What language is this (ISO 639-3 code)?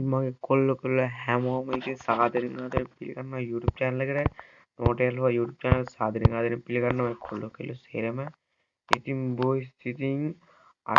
sin